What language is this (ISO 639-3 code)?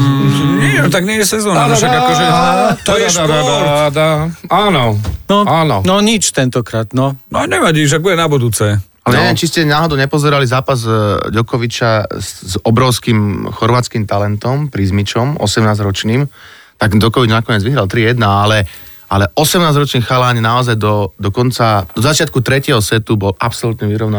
slk